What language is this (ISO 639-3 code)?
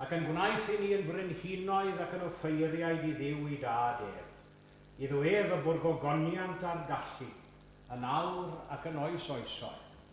cym